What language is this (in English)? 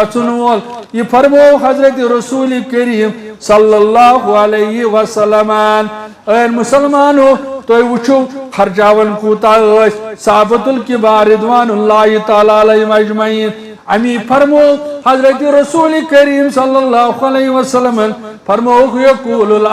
Kashmiri